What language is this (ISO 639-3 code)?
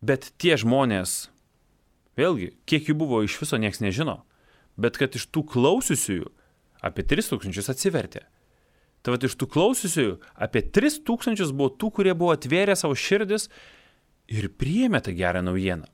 lit